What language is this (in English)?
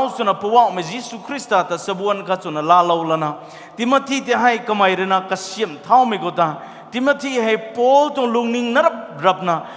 Rongmei Naga